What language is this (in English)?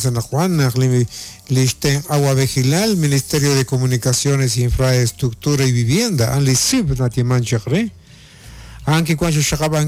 Kekchí